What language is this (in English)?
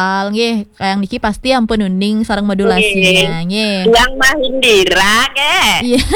Balinese